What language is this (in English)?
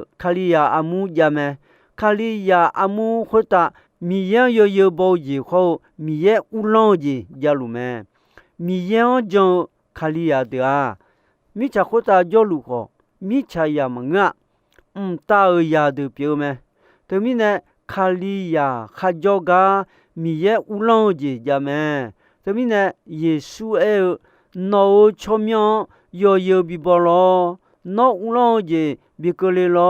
Akha